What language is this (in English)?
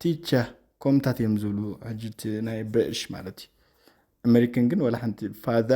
Tigrinya